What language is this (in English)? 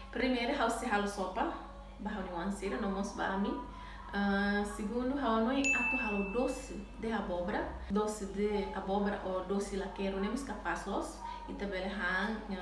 Tetum